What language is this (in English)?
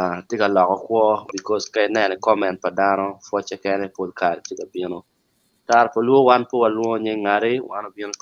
Acoli